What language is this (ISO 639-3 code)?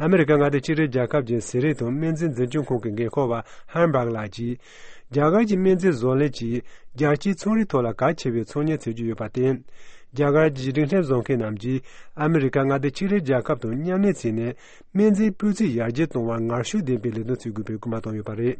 bod